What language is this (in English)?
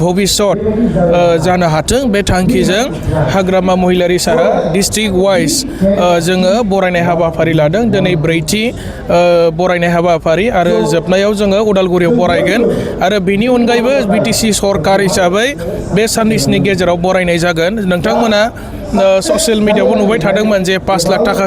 Bodo